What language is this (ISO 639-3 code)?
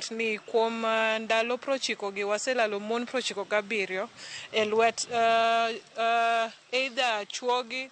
luo